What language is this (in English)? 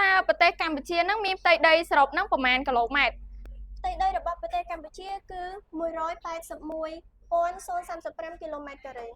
Khmer